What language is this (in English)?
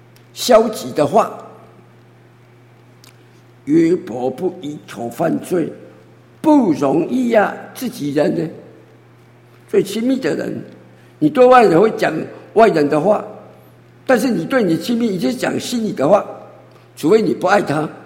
Chinese